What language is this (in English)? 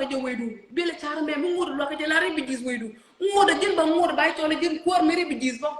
Nuer